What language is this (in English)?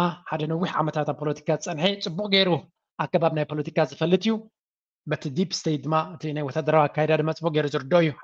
Tigrinya